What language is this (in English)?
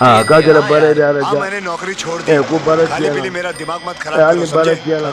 Bambara